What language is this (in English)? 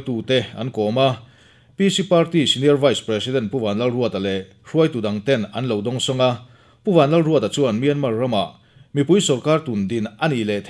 Mizo